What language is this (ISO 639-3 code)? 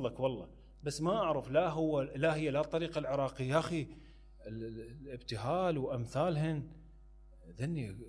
acm